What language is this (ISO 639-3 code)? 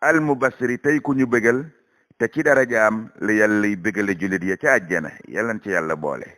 wol